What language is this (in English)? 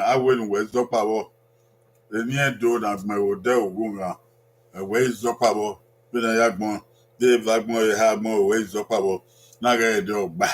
Bini